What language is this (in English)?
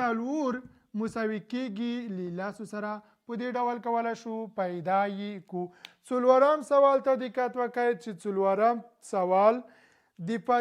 Pashto